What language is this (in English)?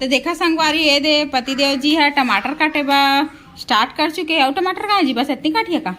Chhattisgarhi